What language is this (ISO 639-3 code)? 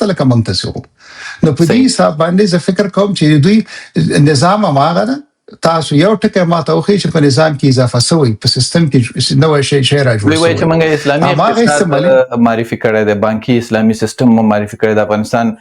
pus